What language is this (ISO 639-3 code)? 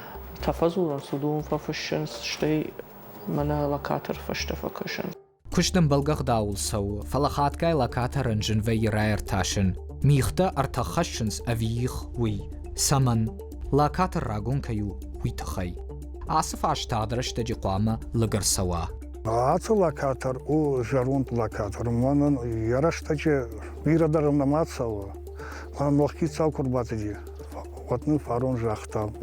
oss